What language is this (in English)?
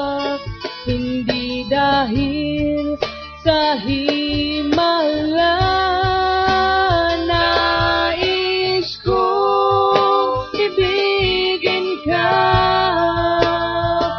Filipino